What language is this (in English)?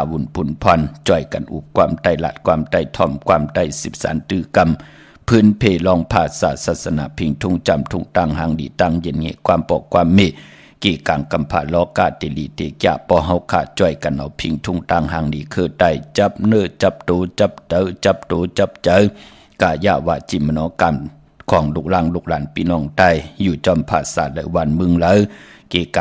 Shan